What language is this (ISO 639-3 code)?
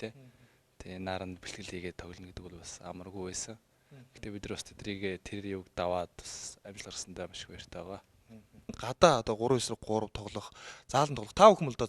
mon